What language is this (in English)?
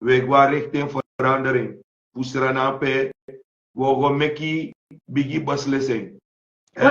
Sranan Tongo